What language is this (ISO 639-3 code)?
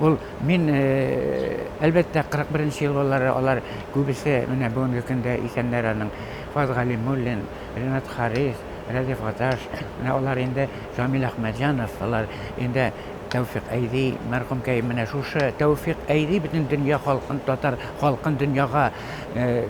tat